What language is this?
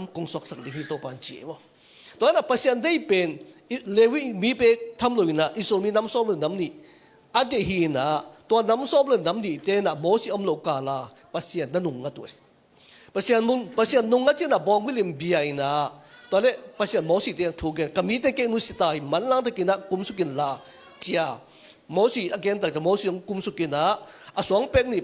Tedim Chin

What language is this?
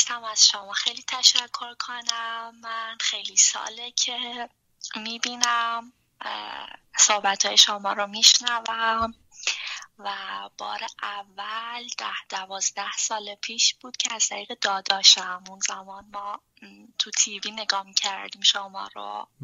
Persian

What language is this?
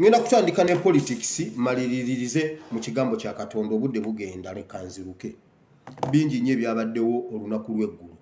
Ganda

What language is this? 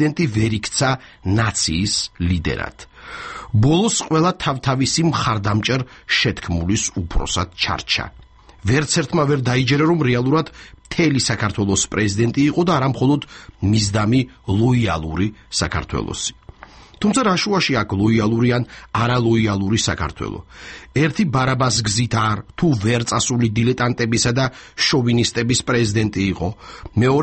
Georgian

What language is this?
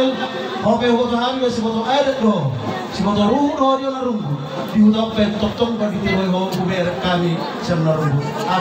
Batak Toba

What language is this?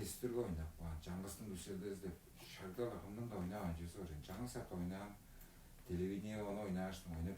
Tuvinian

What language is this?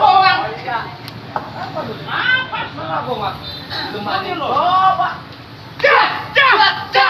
Betawi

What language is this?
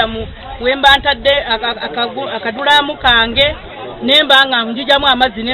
Ganda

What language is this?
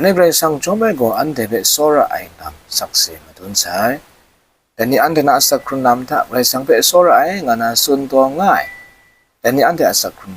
Kachin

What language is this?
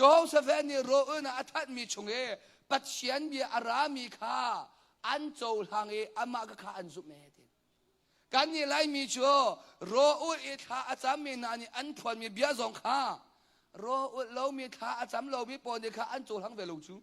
Hakha Chin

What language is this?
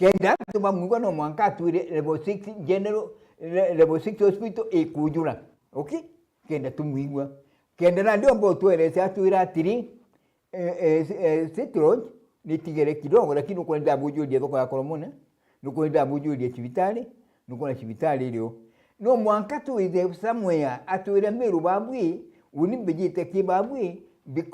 Meru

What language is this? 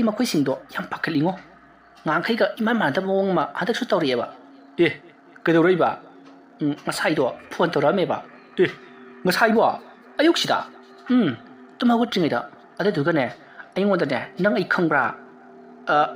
Manipuri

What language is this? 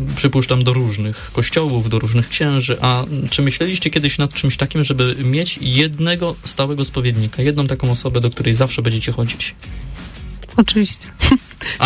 Polish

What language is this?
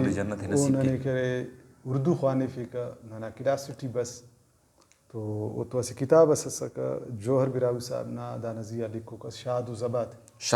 Brahui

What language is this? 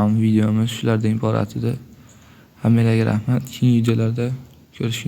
Uzbek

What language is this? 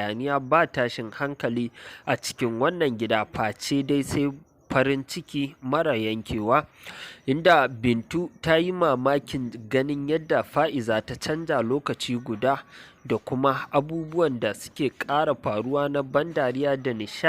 Hausa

